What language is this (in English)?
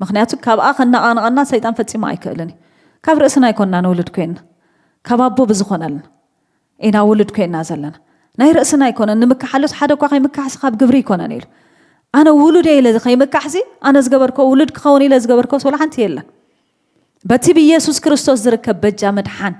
Tigrinya